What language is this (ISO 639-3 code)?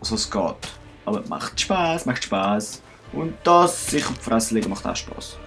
gsw